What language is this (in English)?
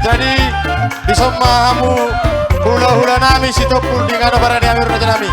Batak Toba